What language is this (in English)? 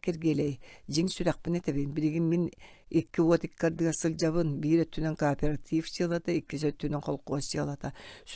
Yakut